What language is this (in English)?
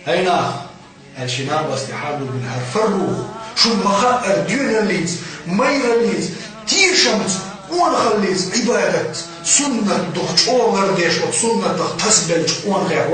Chechen